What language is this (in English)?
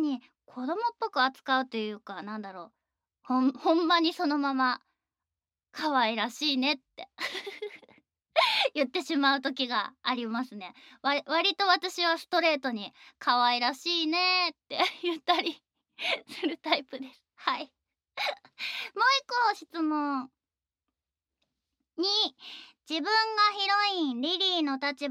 Japanese